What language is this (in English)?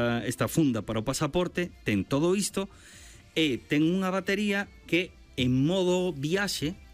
Galician